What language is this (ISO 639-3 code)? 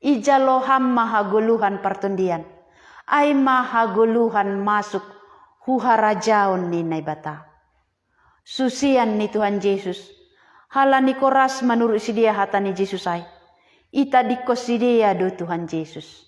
bts